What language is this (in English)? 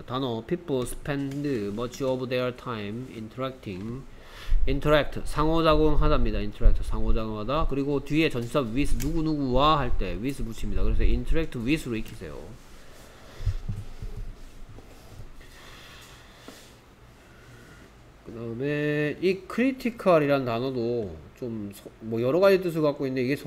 Korean